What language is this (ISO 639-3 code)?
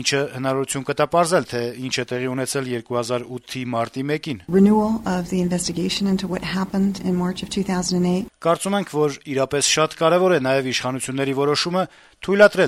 hye